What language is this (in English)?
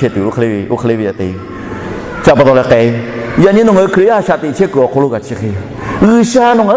Lahu